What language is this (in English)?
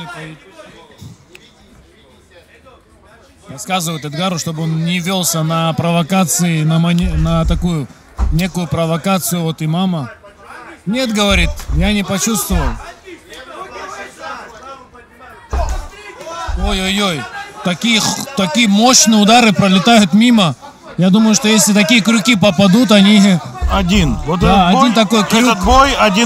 Russian